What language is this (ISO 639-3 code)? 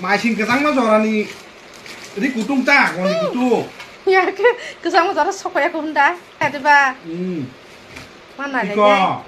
trp